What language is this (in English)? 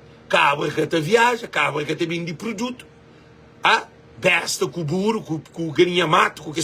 Kabuverdianu